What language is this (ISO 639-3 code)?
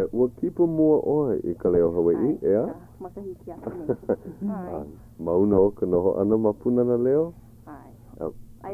haw